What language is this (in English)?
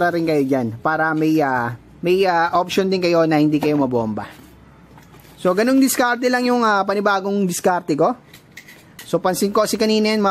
Filipino